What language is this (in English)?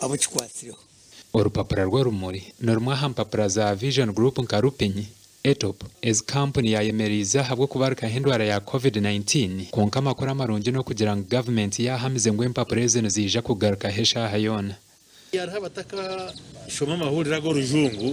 Nyankole